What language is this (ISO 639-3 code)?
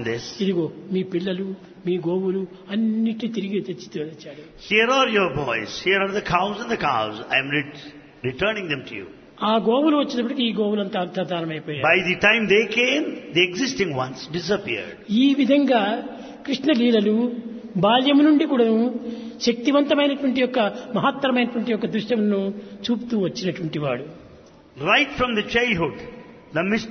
tel